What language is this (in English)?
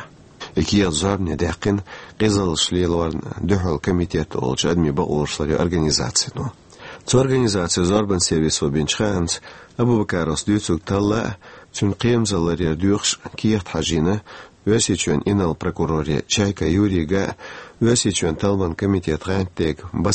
Chechen